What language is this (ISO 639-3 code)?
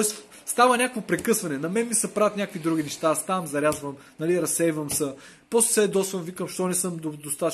bul